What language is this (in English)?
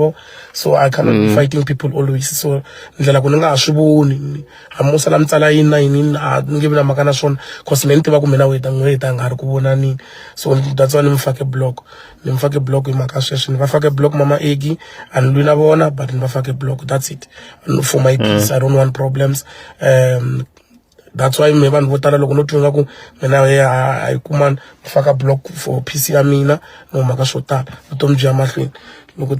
Tsonga